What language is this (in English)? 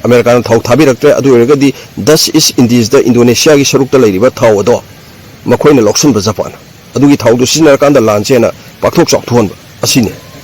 Manipuri